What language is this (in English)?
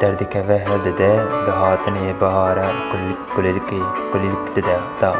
Kurdish